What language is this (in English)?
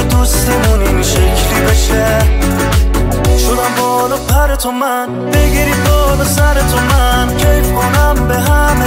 Persian